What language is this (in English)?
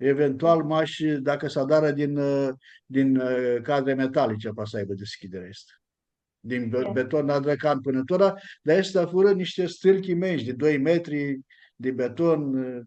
Aromanian